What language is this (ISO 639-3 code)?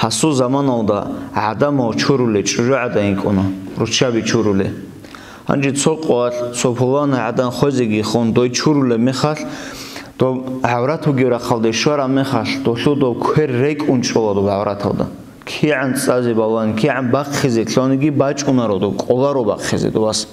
ava